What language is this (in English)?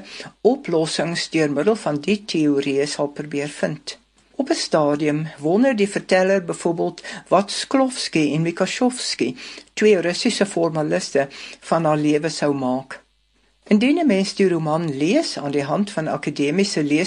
Afrikaans